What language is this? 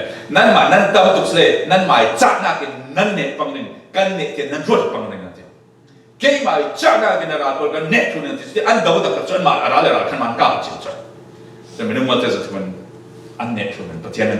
Falam Chin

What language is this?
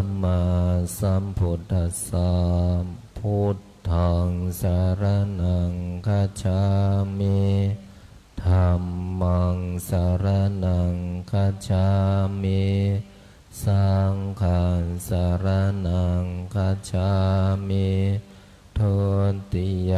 Pali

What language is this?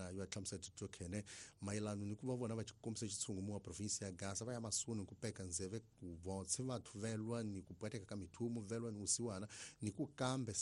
Tsonga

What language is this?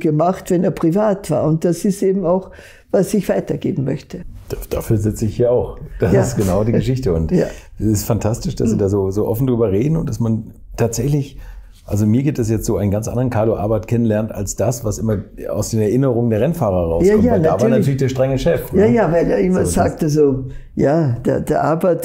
German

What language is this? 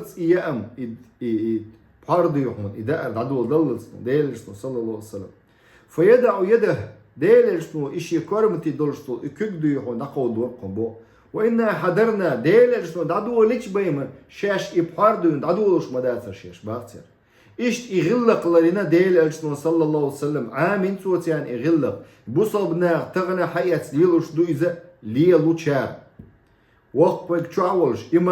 Chechen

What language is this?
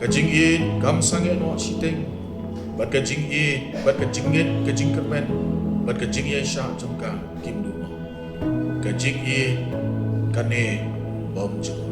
Khasi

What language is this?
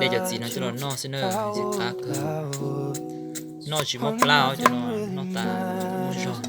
Hmong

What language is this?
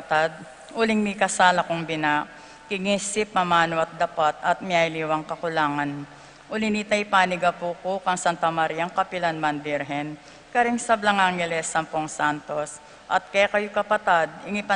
Pampanga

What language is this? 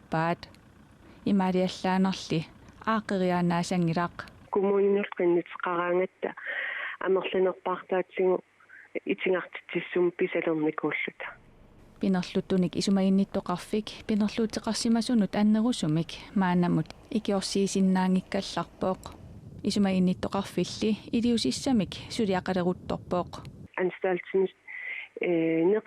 Kalaallisut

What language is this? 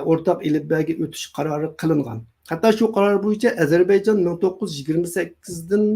Uyghur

